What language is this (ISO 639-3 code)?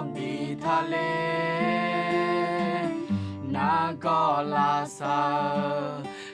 ahk